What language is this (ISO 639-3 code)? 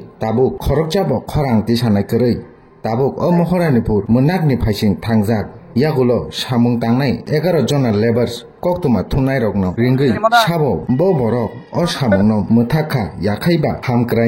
trp